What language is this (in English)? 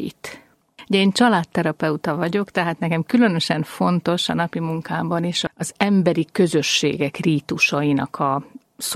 Hungarian